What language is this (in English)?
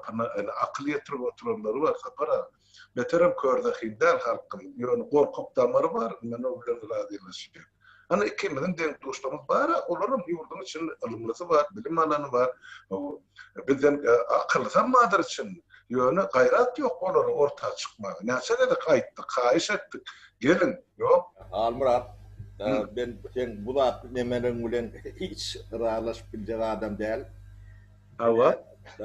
Turkmen